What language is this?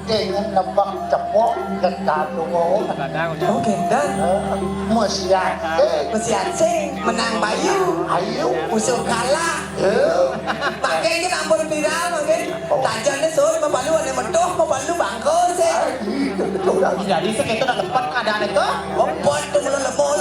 Balinese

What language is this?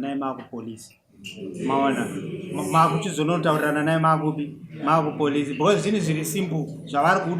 Shona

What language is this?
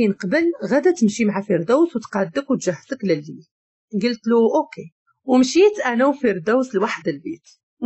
Moroccan Arabic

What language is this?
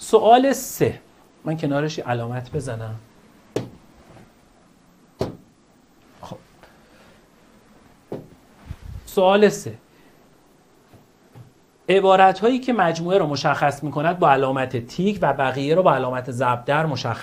Persian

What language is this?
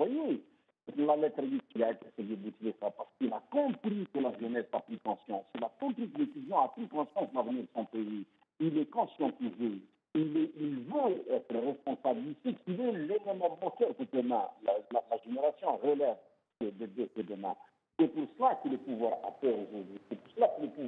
French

